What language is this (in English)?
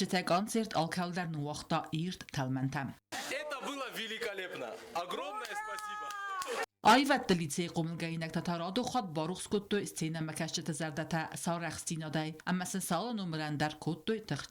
Ossetic